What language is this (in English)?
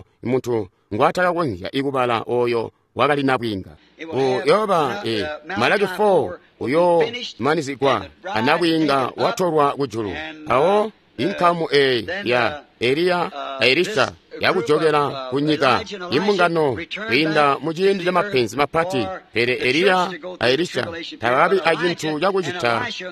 Tonga (Zambia)